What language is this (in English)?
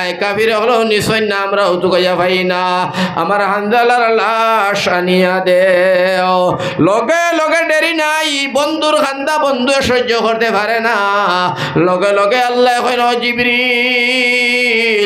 Sylheti